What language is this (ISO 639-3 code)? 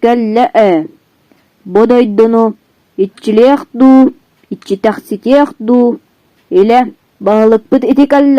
sah